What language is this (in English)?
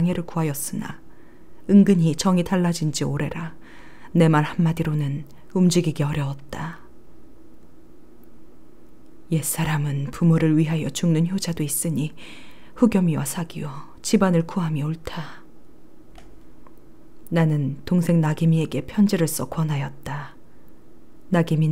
Korean